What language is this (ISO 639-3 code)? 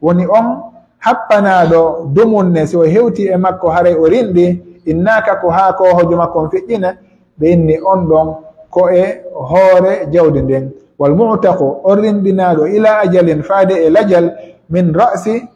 fuf